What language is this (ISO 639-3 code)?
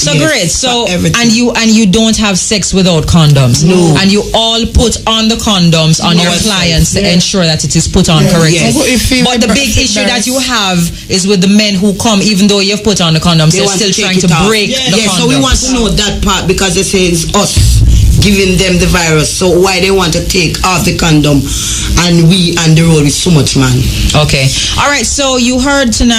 jam